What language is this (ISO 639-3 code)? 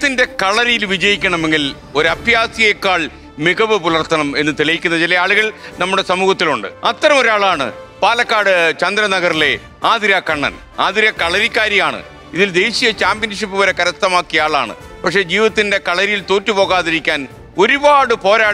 mal